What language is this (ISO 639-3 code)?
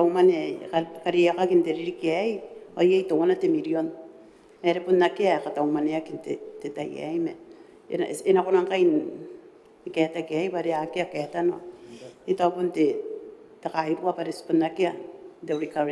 gil